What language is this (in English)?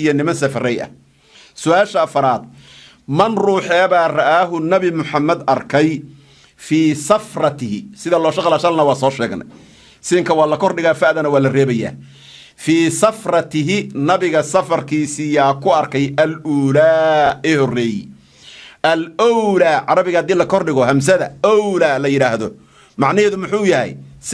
Somali